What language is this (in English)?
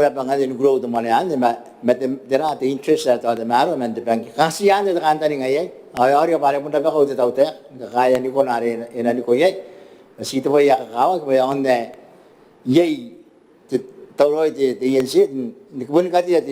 Gilbertese